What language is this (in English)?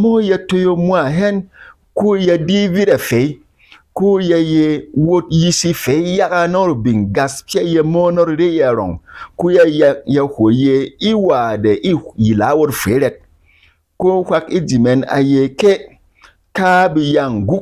Berom